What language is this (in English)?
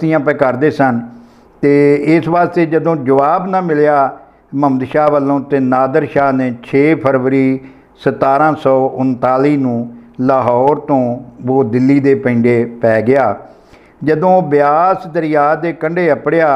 Punjabi